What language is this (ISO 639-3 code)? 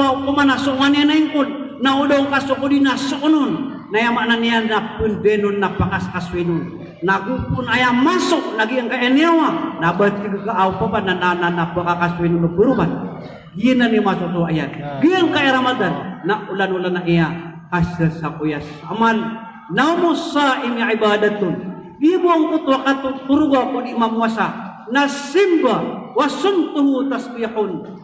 mrw